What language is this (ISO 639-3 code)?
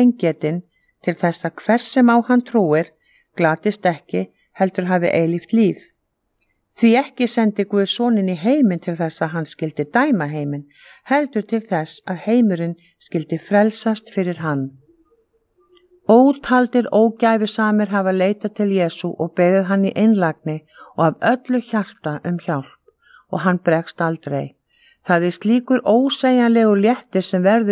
isl